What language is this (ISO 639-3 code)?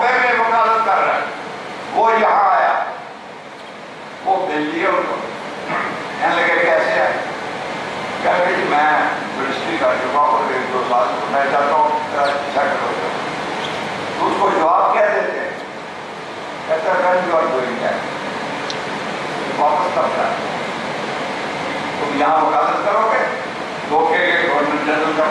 urd